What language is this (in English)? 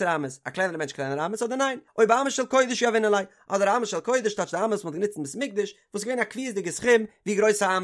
Yiddish